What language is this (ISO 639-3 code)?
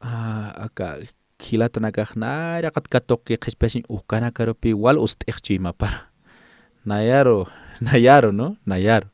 aym